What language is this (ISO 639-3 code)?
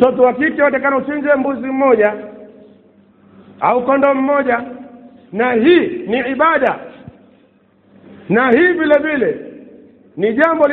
swa